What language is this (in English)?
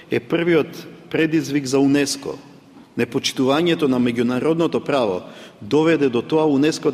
Macedonian